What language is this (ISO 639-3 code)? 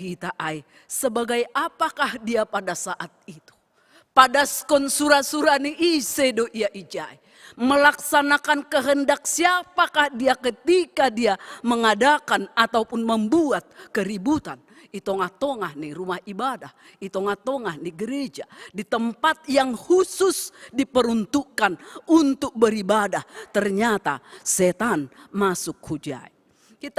bts